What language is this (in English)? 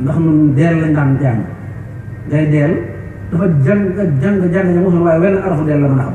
Wolof